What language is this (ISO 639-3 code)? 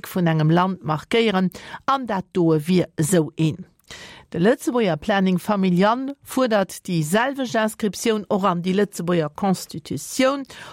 ltz